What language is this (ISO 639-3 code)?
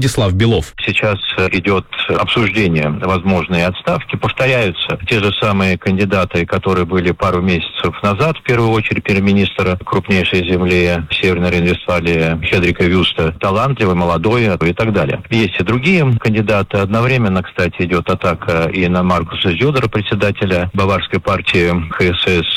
rus